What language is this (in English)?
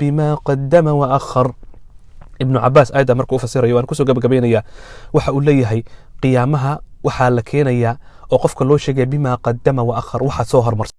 Somali